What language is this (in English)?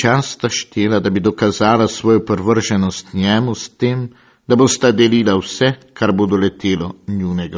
Slovenian